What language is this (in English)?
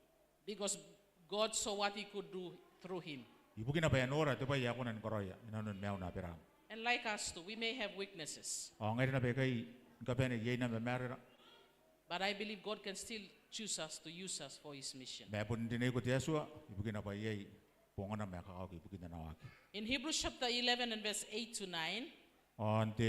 Gilbertese